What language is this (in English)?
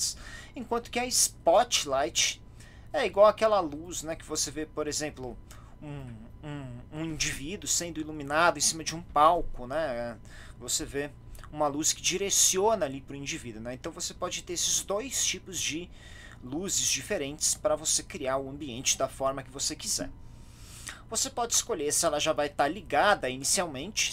Portuguese